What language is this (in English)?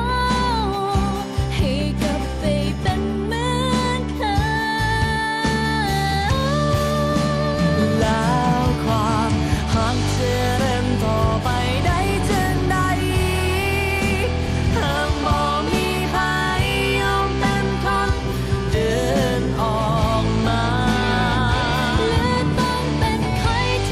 Thai